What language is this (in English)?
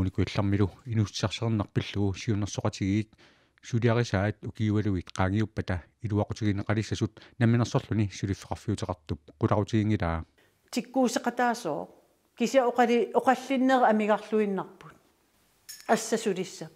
Kalaallisut